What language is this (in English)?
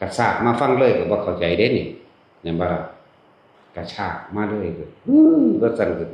Northeastern Thai